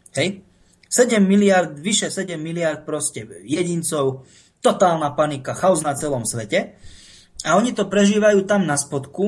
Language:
Slovak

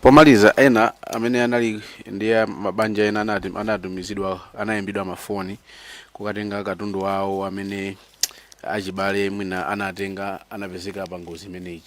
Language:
Nyanja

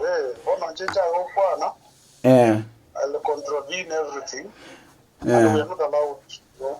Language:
Gusii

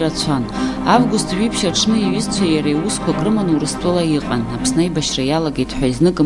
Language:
Abkhazian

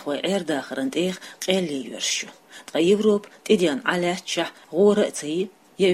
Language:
Chechen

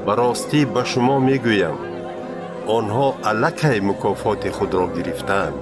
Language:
Tajik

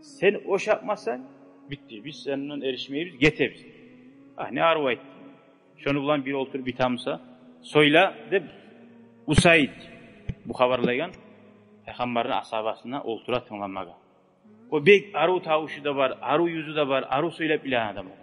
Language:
Kumyk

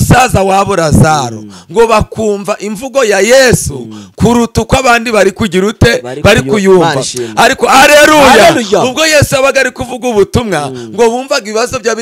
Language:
Kinyarwanda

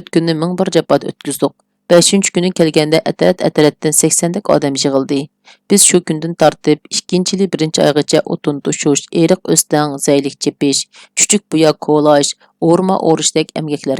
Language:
Uyghur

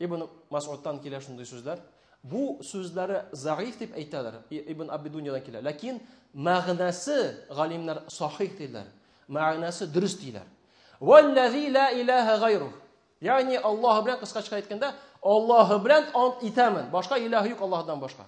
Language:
Tatar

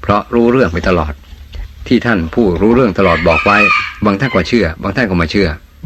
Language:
Thai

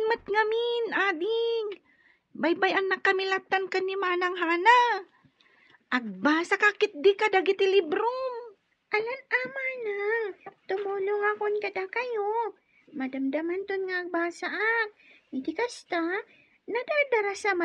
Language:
Iloko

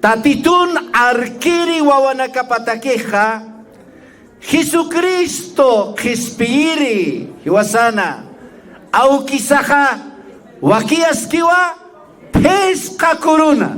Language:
Aymara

